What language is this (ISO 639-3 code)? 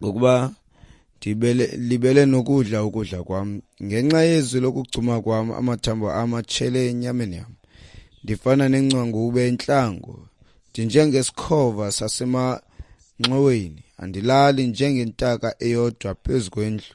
xho